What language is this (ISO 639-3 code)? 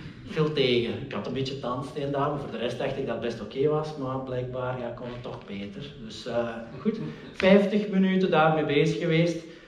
nld